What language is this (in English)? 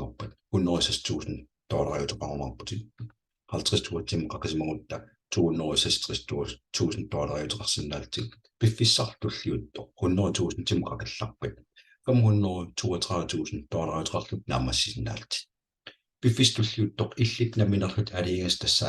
Kalaallisut